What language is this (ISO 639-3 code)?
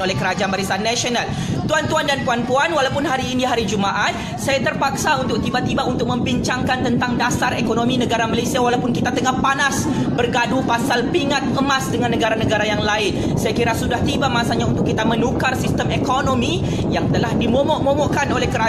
msa